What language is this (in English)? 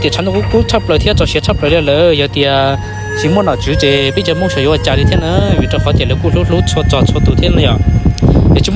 Hmong